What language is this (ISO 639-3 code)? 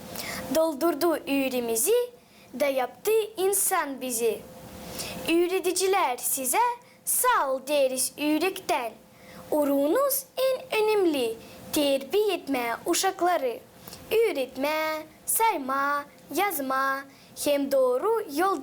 gag